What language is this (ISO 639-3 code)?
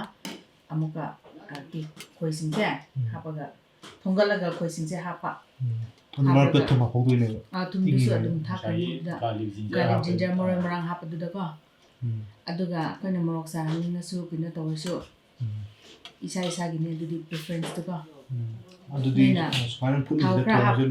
mni